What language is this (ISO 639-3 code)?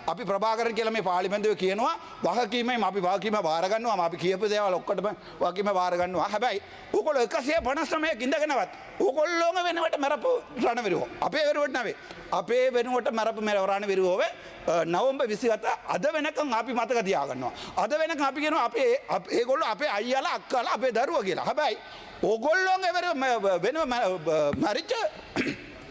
sin